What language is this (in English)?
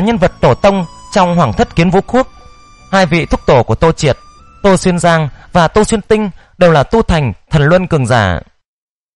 Vietnamese